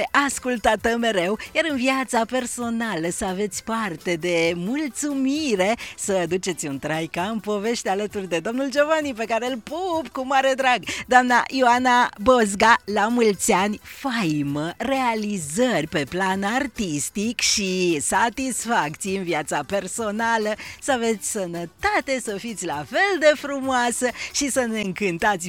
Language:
Romanian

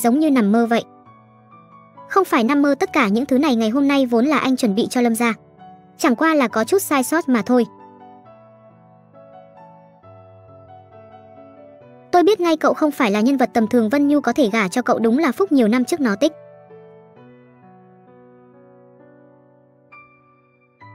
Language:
Vietnamese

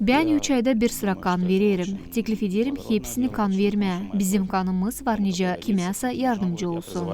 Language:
Gagauz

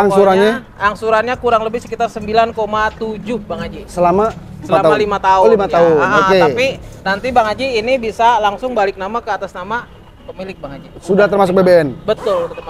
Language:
Indonesian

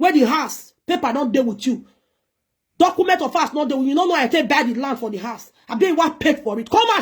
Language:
Nigerian Pidgin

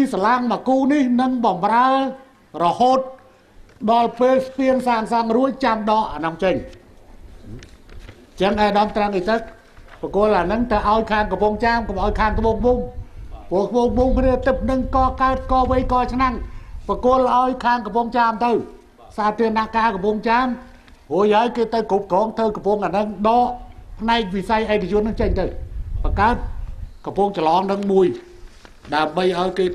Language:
Khmer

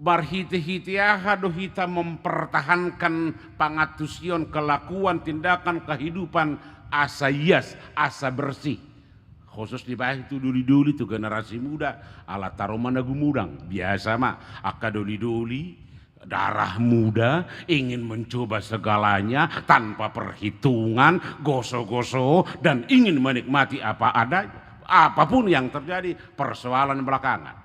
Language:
Batak Toba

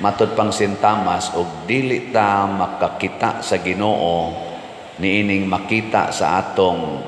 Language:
Cebuano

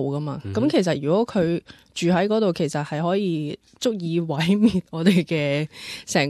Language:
Cantonese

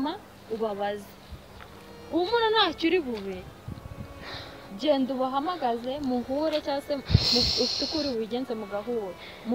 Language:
Kinyarwanda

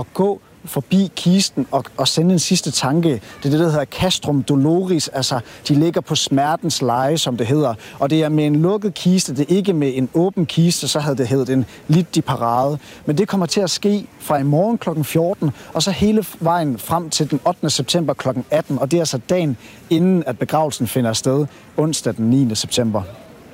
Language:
Danish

